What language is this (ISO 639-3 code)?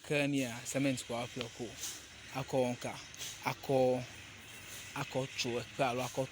ewe